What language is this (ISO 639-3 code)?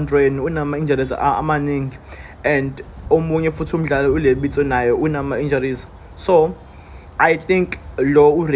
zul